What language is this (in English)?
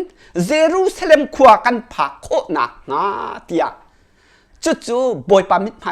Hakha Chin